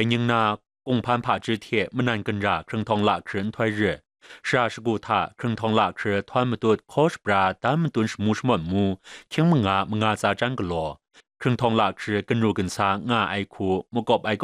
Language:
Kachin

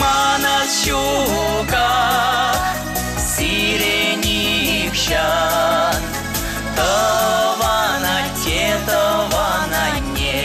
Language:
Chuvash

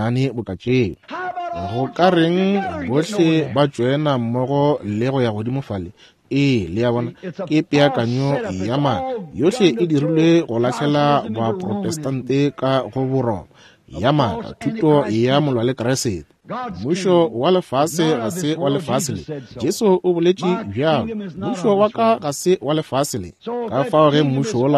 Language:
Northern Sotho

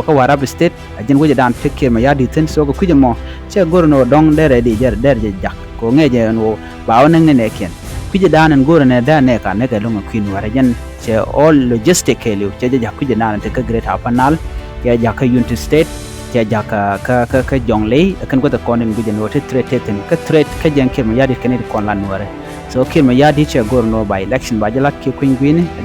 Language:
Nuer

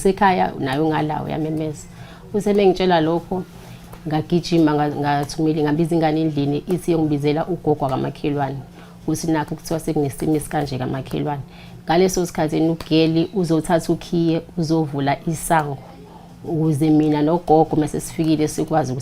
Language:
Zulu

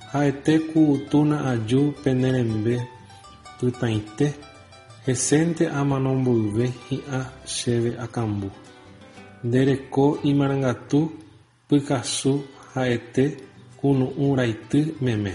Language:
Guarani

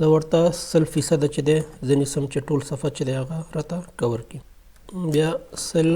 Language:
Pashto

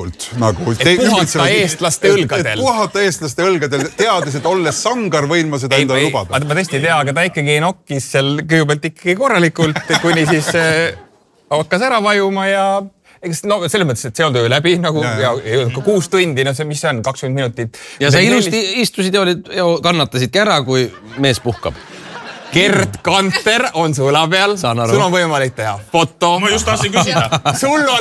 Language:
Estonian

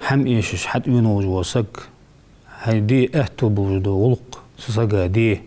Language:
Ingush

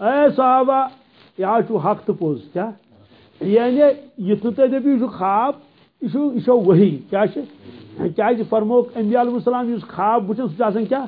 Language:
Kashmiri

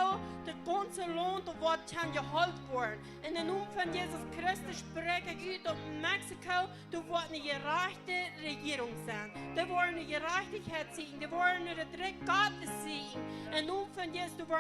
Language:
Plautdietsch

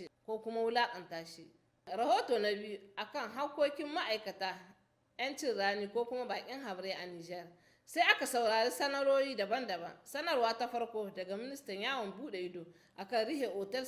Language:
Hausa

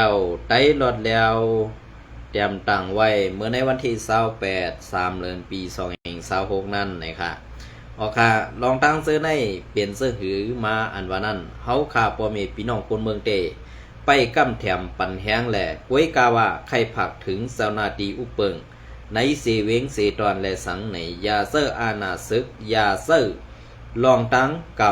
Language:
Shan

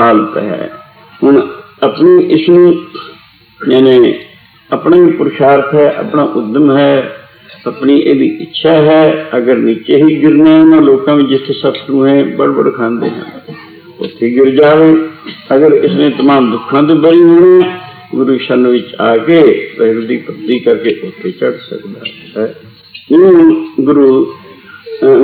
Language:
Punjabi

